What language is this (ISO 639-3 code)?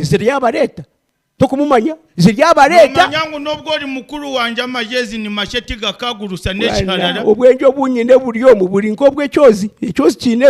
nyn